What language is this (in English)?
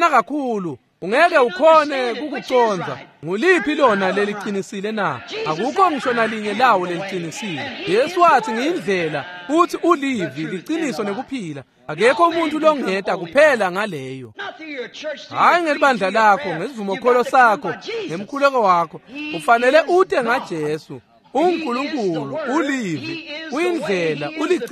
Swati